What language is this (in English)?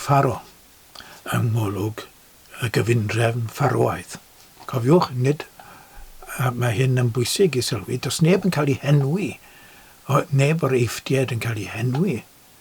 Welsh